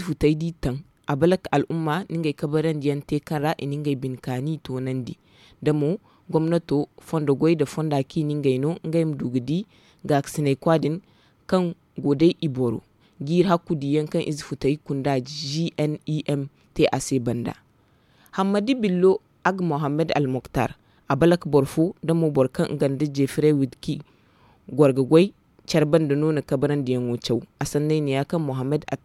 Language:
Zarma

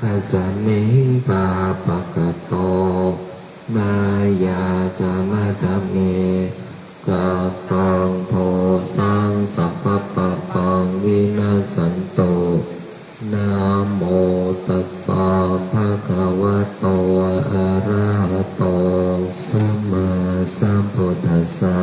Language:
Pali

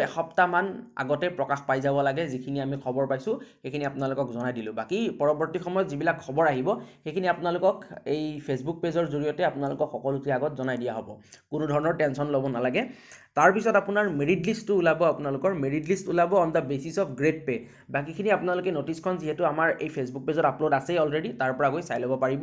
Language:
Assamese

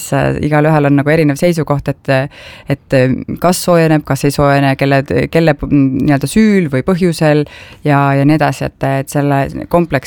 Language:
Estonian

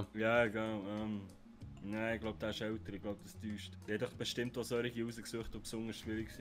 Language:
Swiss German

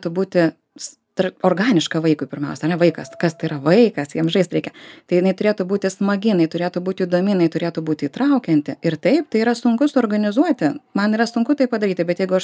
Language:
Lithuanian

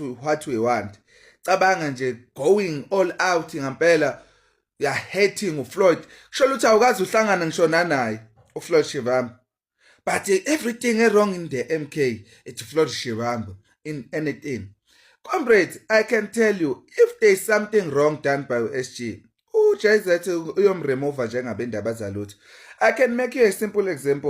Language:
Zulu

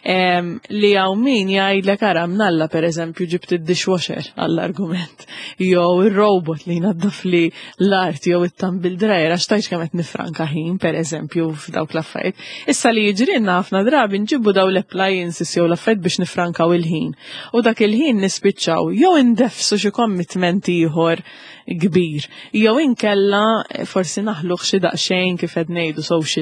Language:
Maltese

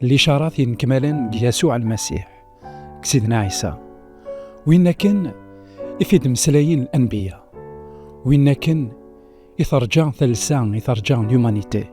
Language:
Kabyle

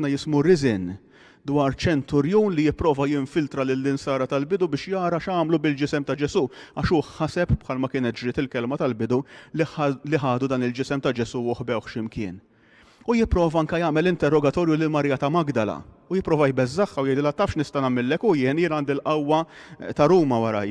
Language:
Maltese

